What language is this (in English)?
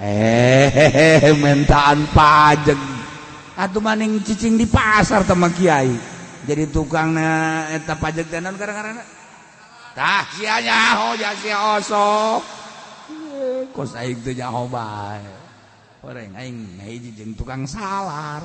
Sundanese